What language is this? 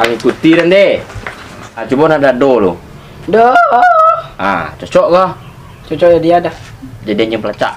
Minangkabau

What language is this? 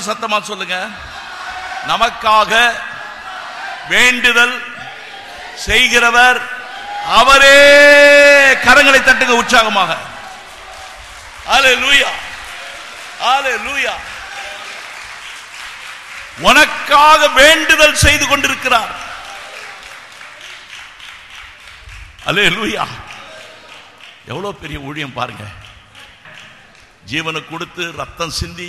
Tamil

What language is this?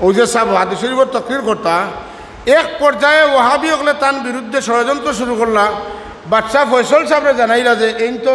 Sylheti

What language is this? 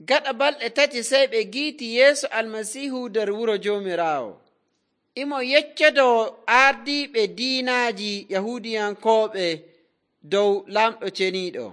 Nigerian Fulfulde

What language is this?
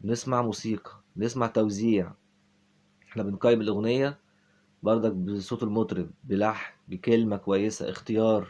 Egyptian Arabic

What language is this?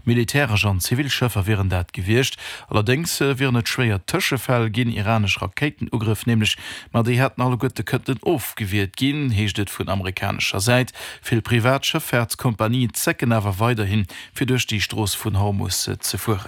Luxembourgish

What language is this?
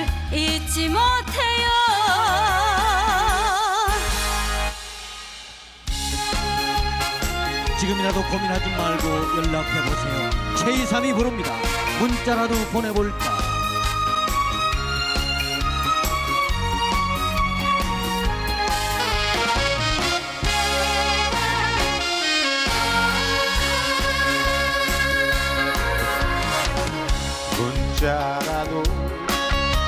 Korean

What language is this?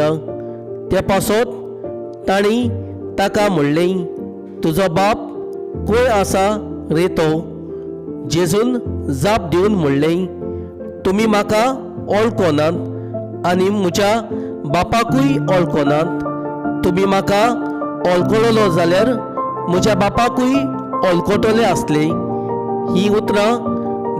Konkani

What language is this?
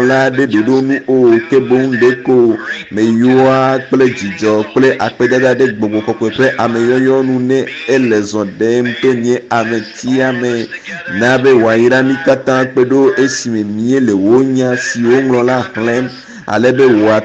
Ewe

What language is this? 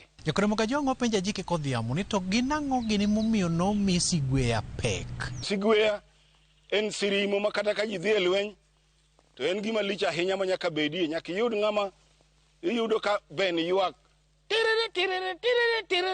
Luo (Kenya and Tanzania)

